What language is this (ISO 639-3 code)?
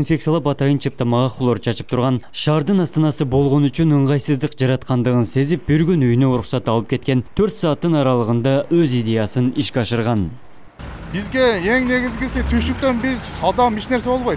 kir